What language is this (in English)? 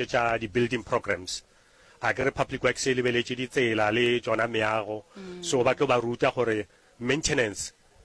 Northern Sotho